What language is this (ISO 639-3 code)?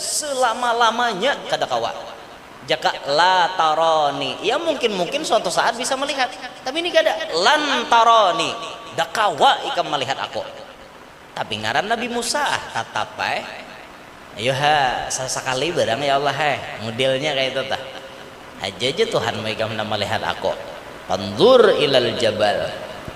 bjn